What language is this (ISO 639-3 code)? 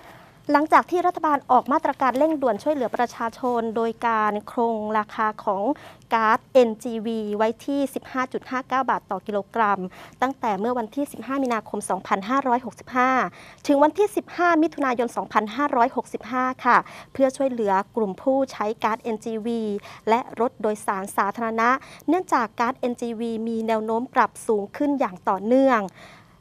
tha